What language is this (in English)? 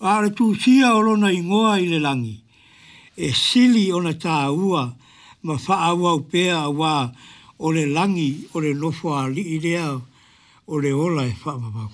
Samoan